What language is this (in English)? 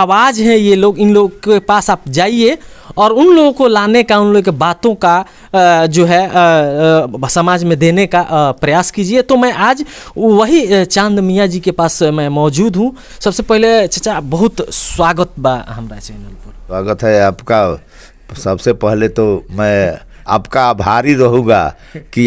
Bhojpuri